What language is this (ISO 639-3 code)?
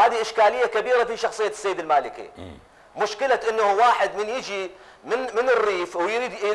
acm